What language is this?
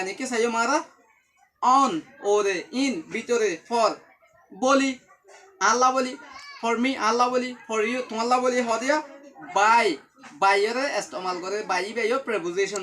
Rohingya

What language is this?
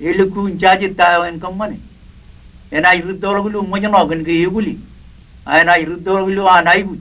Marshallese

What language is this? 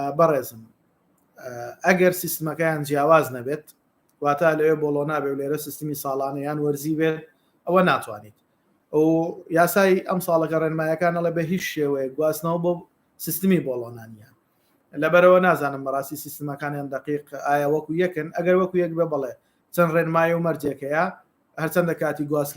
Central Kurdish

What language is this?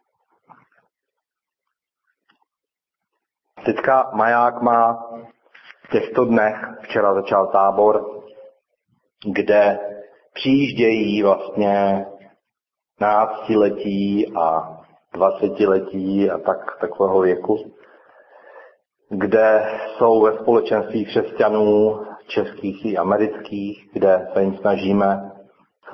Czech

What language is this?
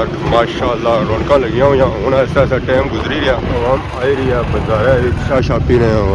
Pahari-Potwari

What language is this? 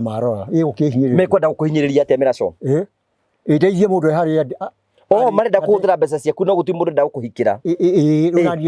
Kikuyu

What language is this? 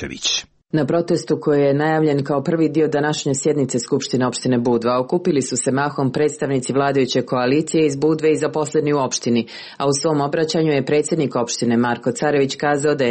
Serbian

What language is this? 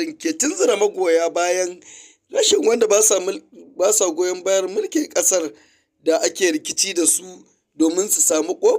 Hausa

